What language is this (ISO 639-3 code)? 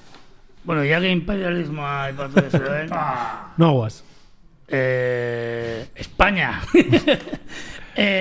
eus